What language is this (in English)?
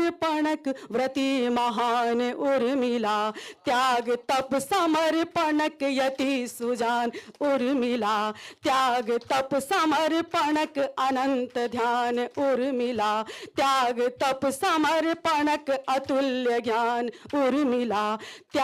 Maithili